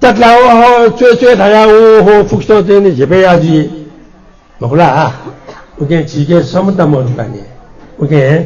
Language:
Newari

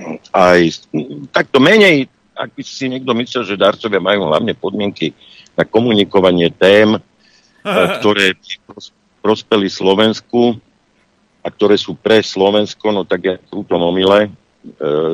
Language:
Slovak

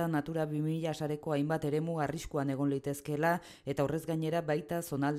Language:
Basque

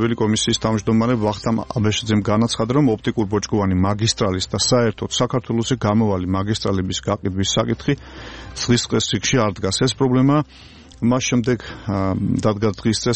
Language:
Georgian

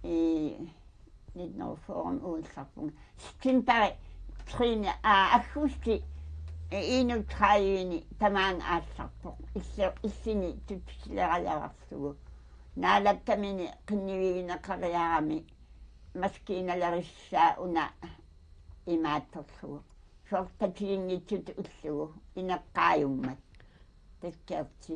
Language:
Kalaallisut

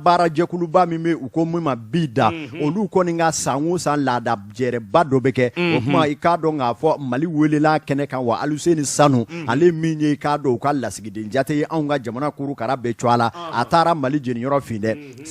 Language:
Bambara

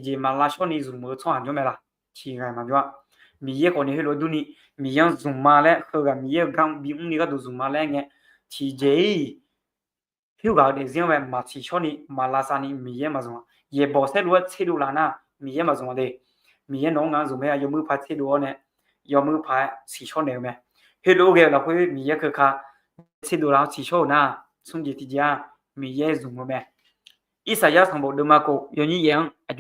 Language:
Akha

